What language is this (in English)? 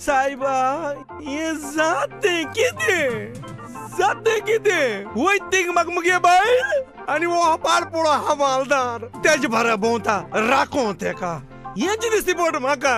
Konkani